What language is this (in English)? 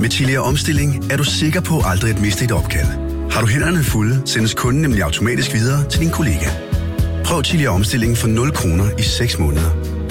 Danish